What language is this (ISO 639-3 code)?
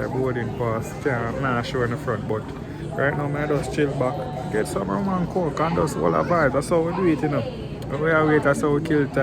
jam